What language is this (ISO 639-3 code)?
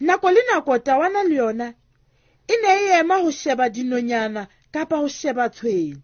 sot